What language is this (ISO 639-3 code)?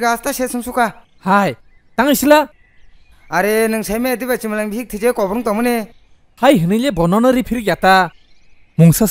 trp